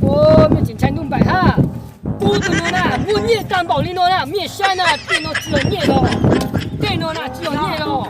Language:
Hmong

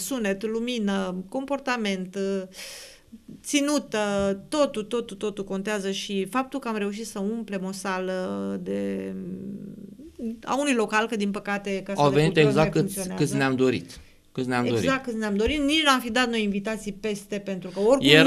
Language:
Romanian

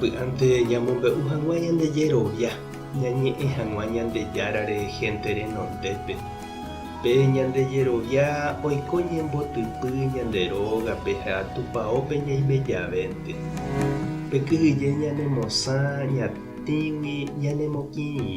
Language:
Guarani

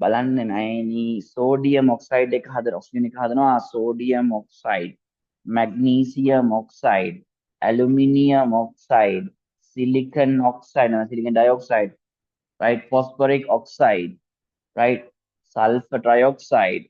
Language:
Sinhala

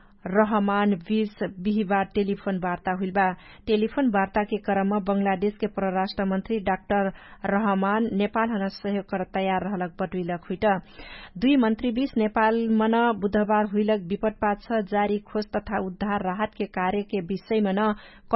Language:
Dangaura Tharu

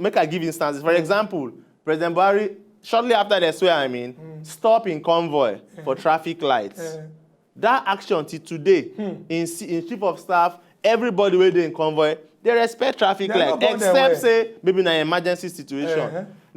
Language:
Nigerian Pidgin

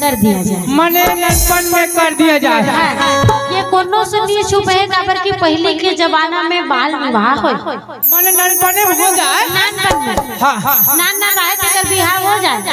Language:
Chhattisgarhi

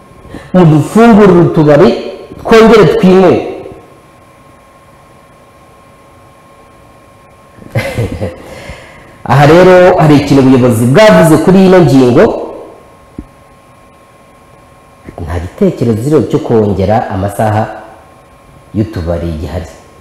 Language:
Kinyarwanda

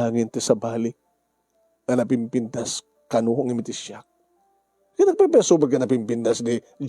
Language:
Iloko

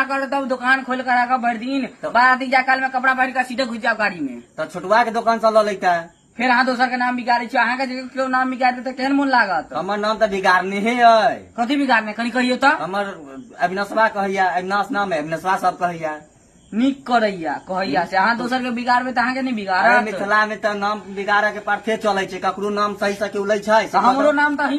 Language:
Maithili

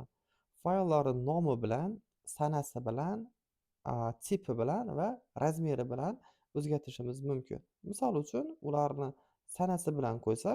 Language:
Uzbek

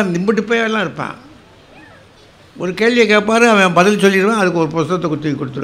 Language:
Tamil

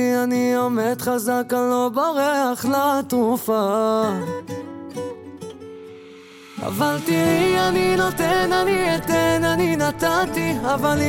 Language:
Hebrew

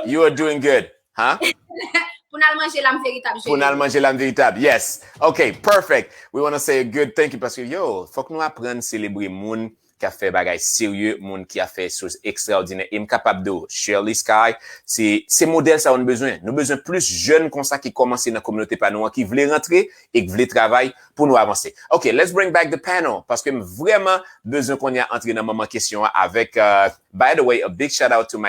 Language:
Haitian Creole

